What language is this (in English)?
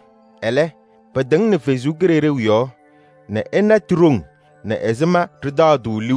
Kabiyè